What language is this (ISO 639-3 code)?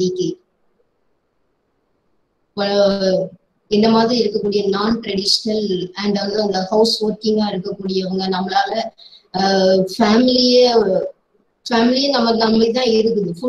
tam